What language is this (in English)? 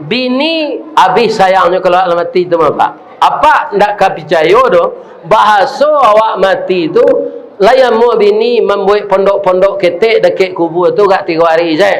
Minangkabau